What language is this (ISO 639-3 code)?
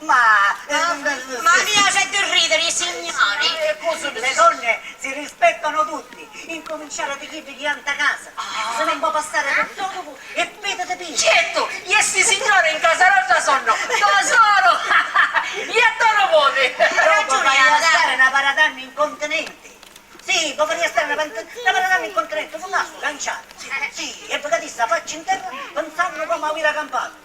scn